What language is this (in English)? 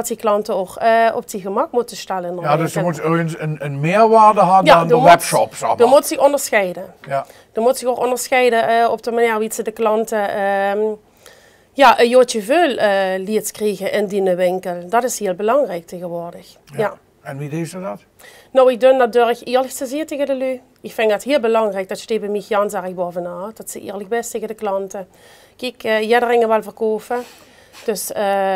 Limburgish